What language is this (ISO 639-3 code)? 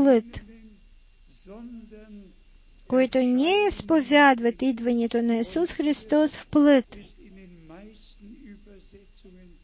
bul